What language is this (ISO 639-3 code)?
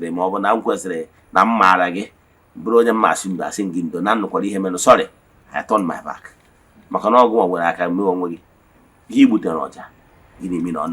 ibo